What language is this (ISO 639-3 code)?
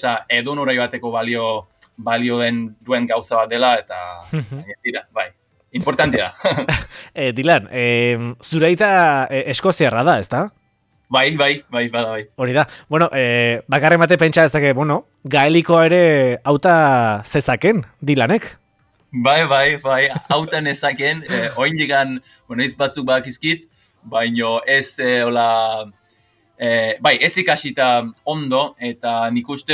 eus